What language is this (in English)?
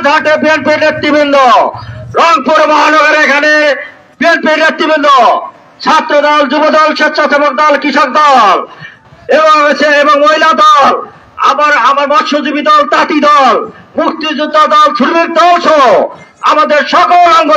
Bangla